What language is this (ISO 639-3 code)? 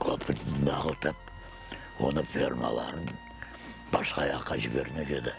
crh